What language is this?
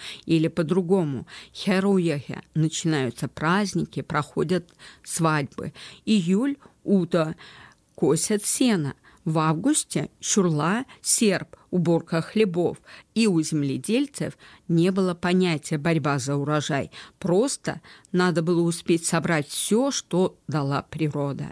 Chuvash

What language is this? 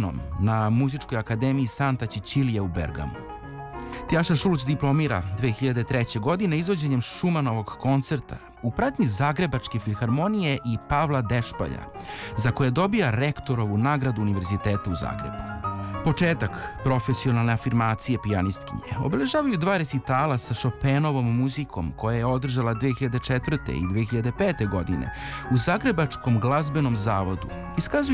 Serbian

